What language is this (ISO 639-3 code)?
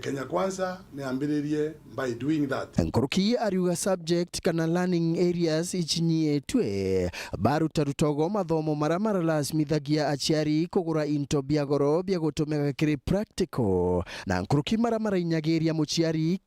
mer